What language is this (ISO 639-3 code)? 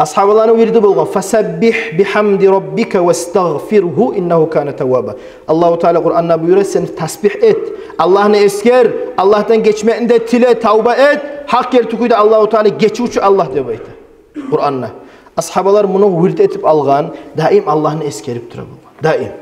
kum